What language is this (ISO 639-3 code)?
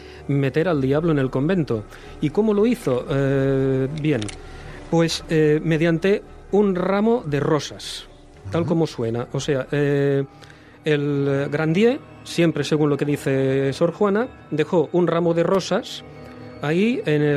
spa